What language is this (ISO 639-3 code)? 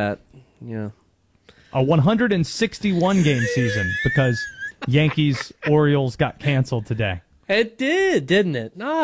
eng